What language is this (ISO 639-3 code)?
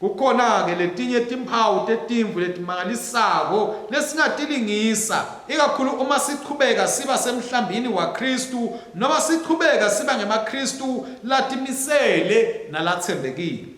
ssw